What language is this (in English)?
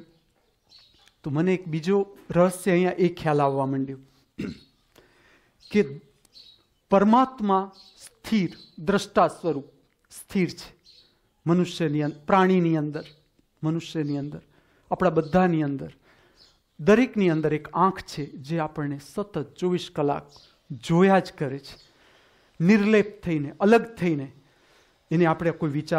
Gujarati